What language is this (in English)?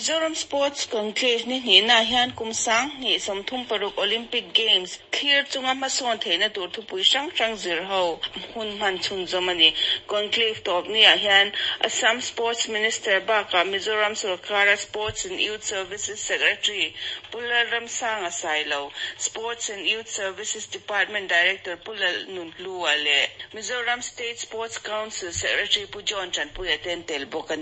Mizo